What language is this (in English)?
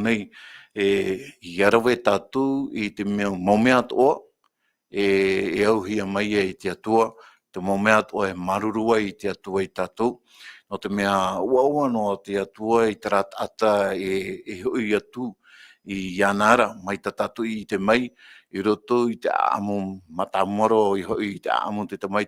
Tahitian